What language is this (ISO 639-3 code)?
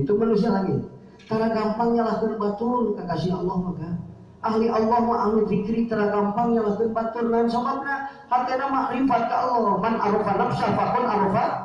sun